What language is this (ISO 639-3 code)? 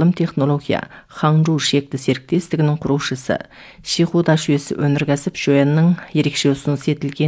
kaz